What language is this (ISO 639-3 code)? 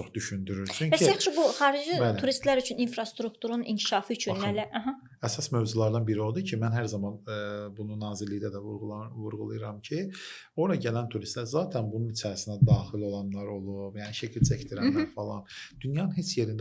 aze